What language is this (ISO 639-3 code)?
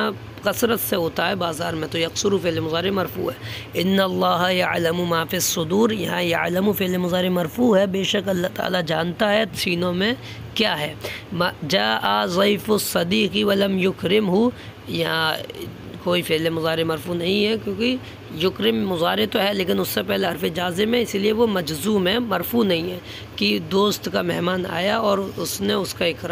urd